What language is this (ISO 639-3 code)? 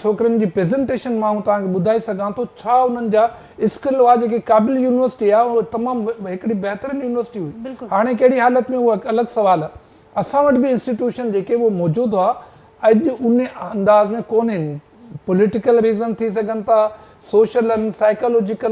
snd